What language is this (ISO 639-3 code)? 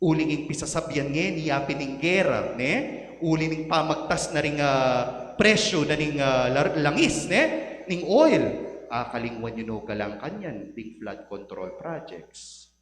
pam